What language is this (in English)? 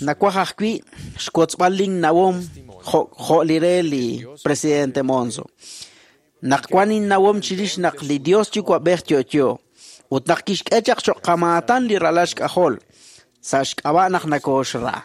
Kekchí